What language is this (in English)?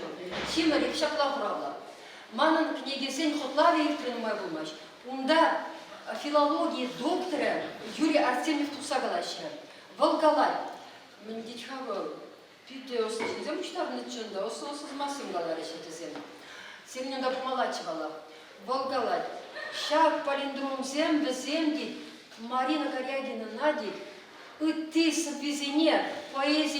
Chuvash